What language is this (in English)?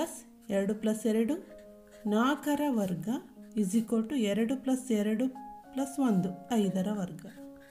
Kannada